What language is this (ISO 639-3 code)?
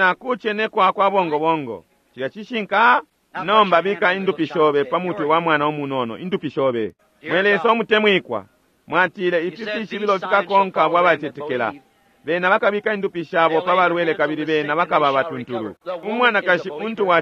bem